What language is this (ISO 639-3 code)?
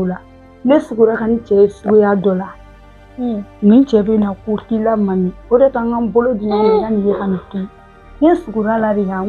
bam